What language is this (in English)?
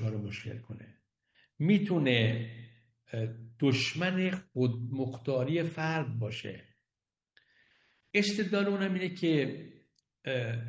Persian